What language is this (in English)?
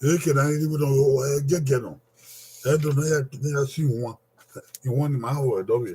Bini